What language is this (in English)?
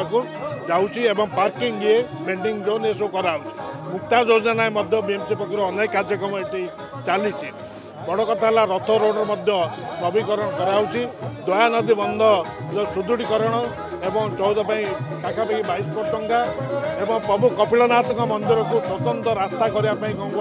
Odia